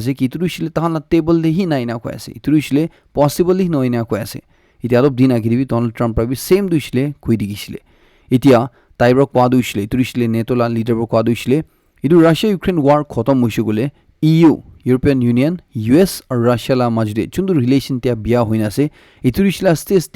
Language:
Naga Pidgin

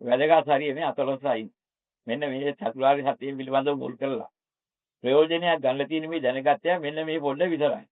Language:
Sinhala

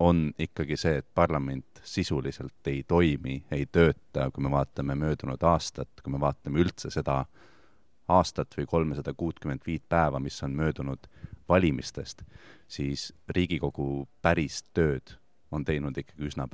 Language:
Estonian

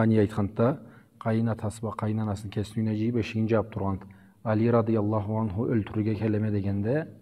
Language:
Karachay-Balkar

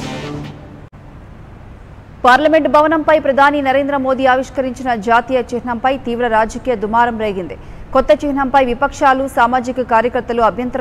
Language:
Telugu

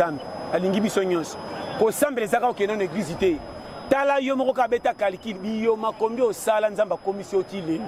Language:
Lingala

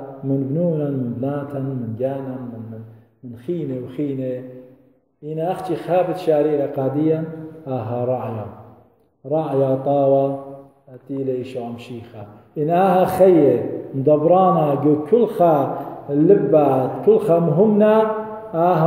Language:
Assyrian Neo-Aramaic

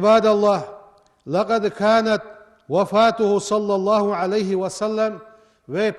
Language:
Ingush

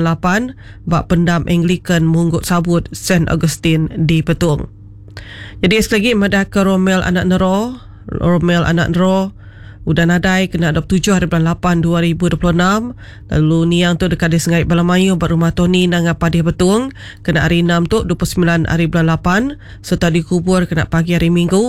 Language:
Iban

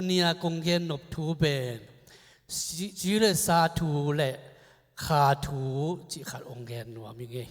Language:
Tedim Chin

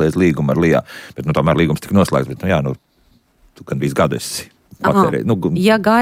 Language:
Latvian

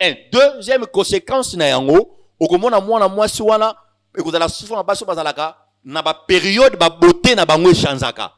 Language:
Lingala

